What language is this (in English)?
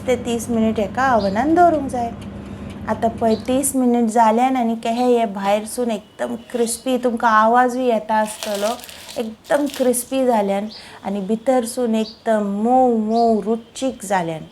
Konkani